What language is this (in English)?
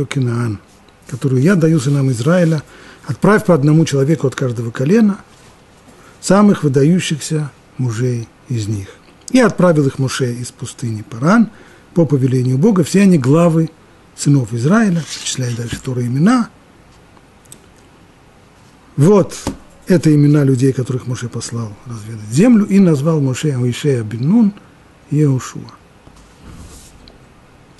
Russian